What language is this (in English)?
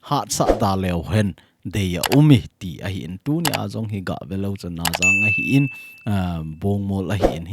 Thado Chin